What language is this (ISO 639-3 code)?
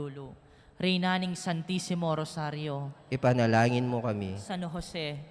pam